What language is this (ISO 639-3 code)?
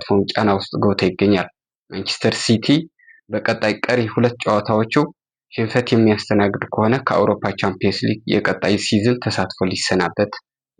amh